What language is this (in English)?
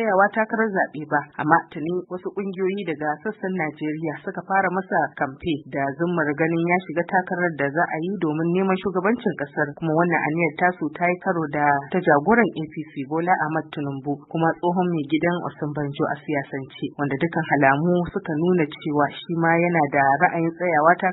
Hausa